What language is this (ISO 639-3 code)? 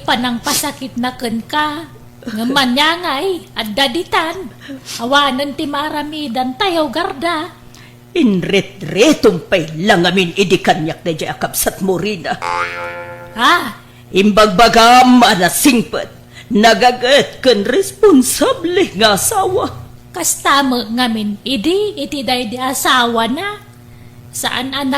ilo